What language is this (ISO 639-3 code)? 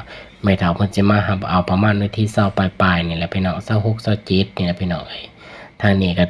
lao